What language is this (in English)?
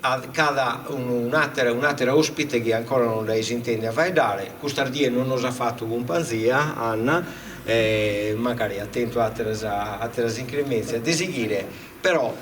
Sardinian